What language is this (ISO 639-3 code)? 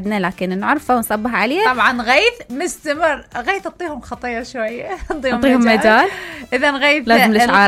acm